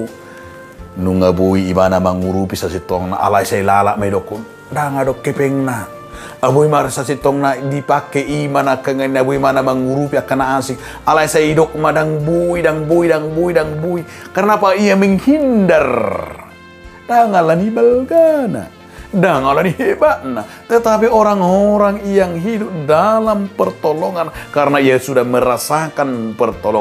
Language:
Batak Toba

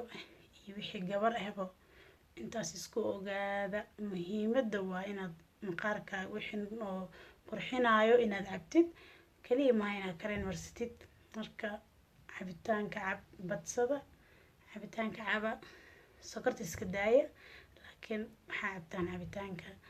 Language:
Somali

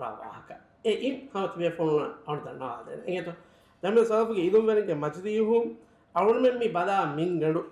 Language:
Divehi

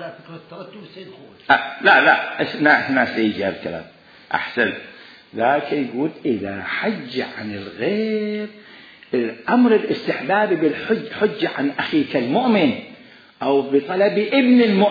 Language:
Mesopotamian Arabic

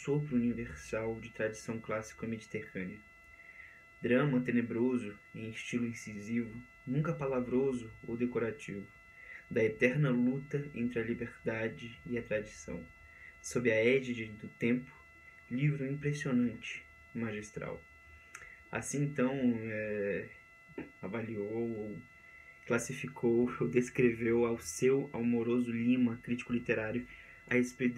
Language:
Portuguese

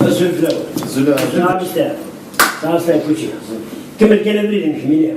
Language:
Kabyle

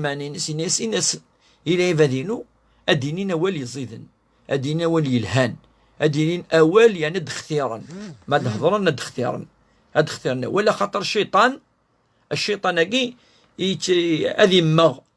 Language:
Kabyle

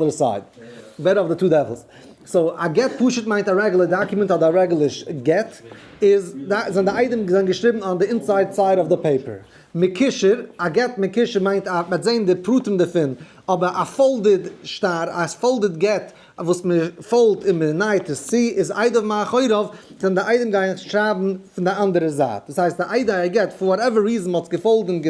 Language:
Yiddish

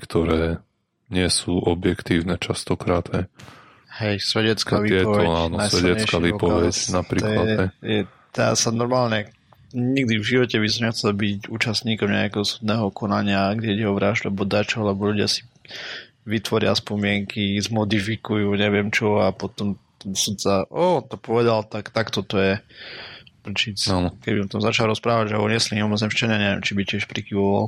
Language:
Slovak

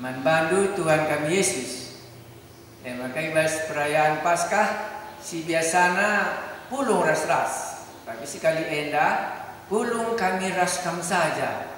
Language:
Batak Karo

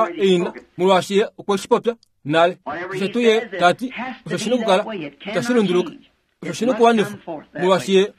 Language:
Kuanyama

